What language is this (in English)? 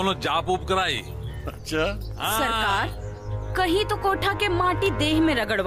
Bhojpuri